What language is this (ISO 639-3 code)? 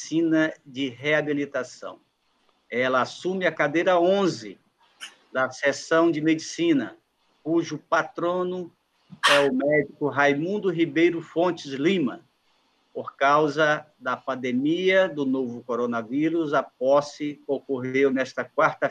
por